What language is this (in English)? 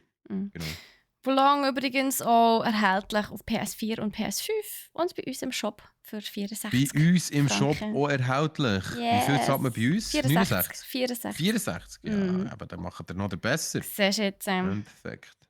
Swiss German